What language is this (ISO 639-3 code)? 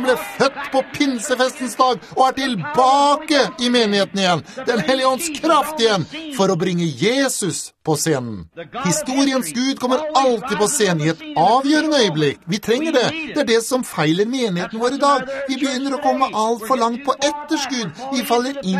nor